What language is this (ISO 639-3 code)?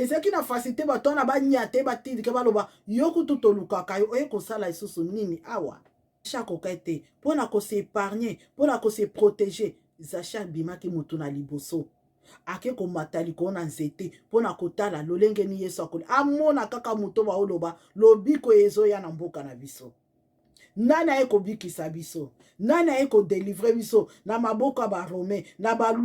lin